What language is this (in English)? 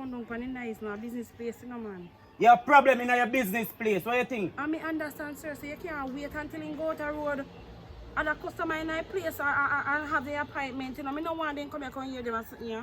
Jamaican Creole English